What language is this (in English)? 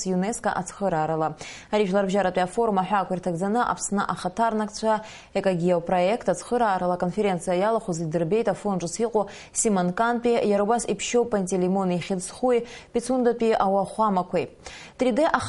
Abkhazian